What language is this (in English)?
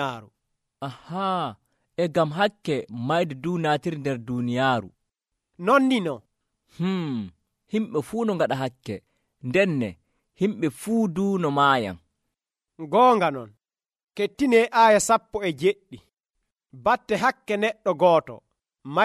Nigerian Fulfulde